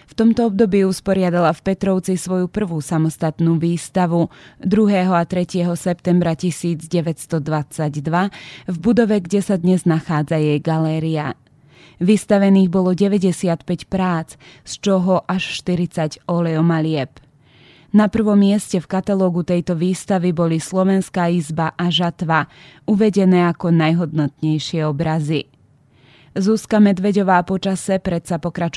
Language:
Slovak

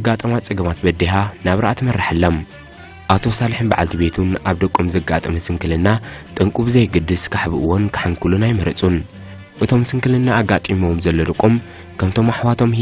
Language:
Tigrinya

